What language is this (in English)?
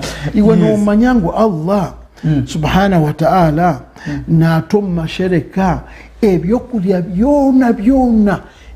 Nyankole